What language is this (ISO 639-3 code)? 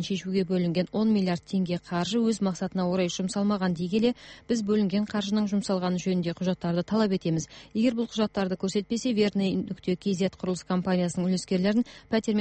kaz